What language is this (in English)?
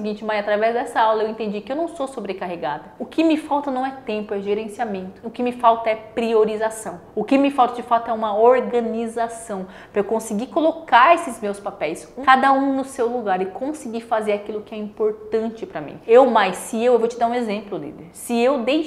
Portuguese